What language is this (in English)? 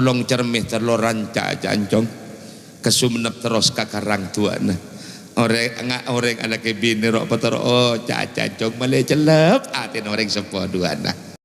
Madurese